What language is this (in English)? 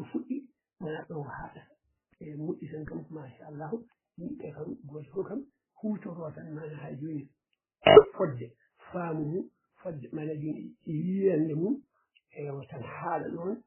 Fula